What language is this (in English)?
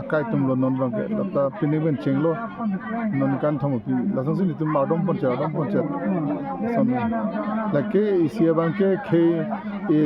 Karbi